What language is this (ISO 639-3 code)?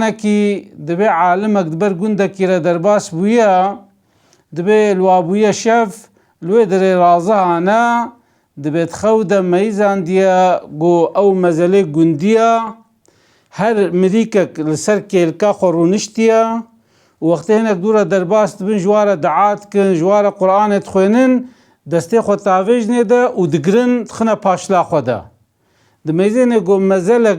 kur